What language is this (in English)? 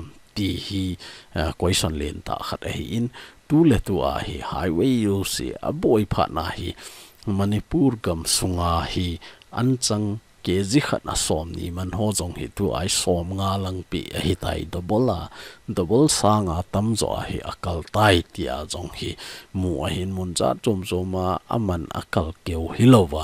Thado Chin